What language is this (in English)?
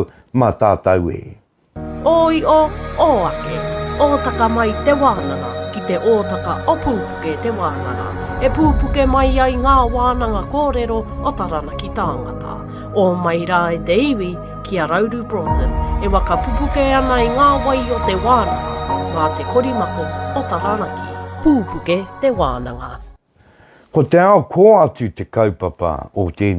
Māori